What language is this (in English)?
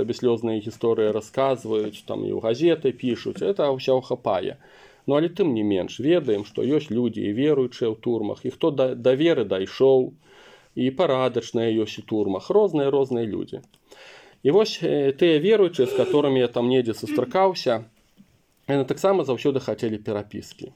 Belarusian